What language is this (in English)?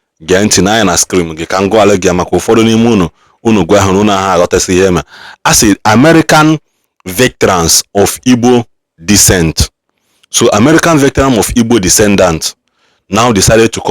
Igbo